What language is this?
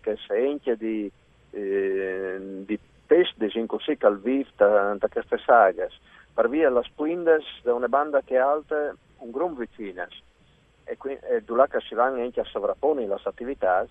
Friulian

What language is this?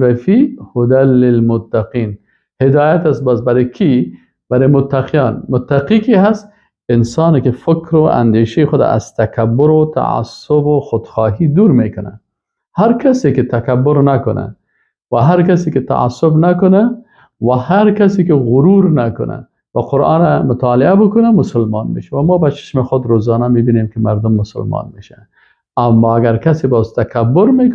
Persian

